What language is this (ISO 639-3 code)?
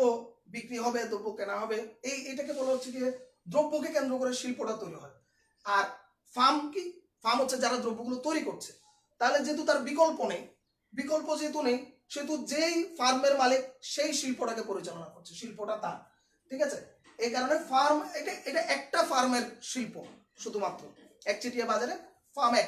ben